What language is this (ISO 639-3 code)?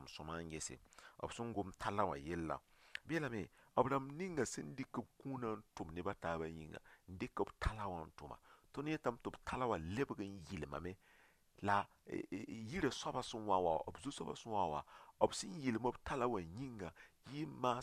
mos